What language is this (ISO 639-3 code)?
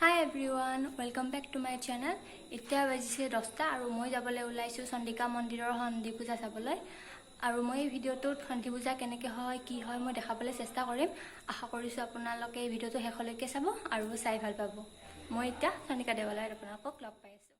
asm